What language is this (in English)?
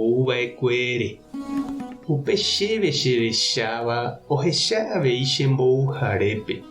Guarani